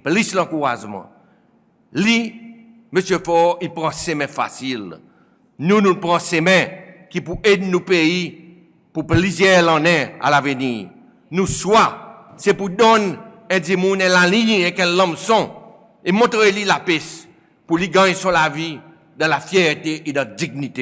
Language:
Seselwa Creole French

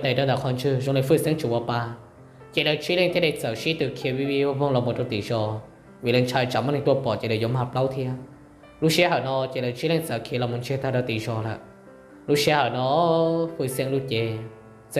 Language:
Hmong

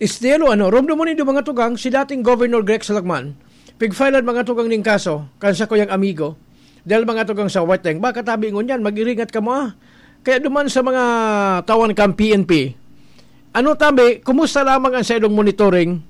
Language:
Bikol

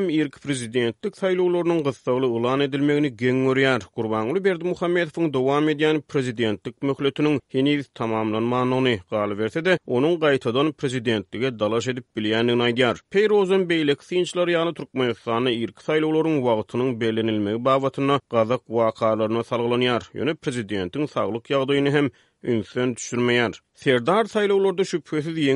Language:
Turkmen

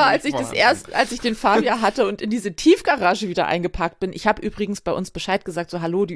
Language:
German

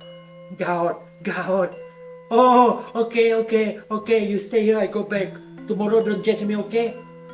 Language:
Iban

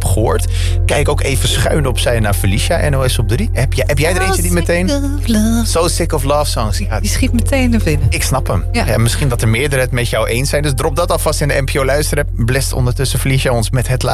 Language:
Dutch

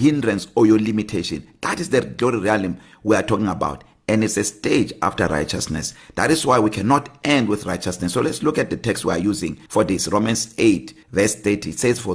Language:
English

